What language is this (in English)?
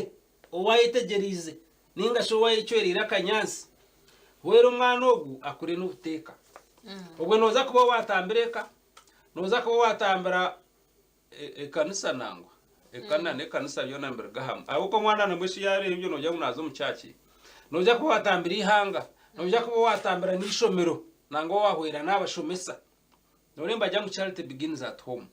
Nyankole